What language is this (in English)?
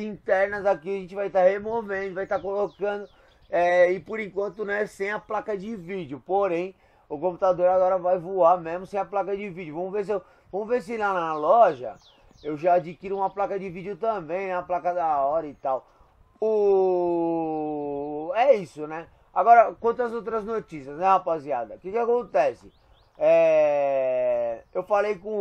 Portuguese